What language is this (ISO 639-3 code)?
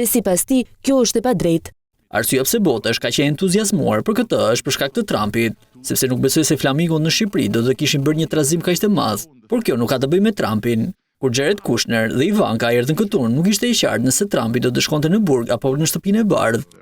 sqi